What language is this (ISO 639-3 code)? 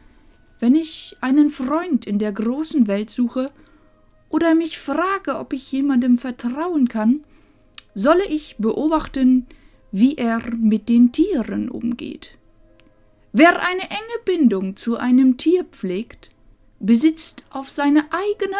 deu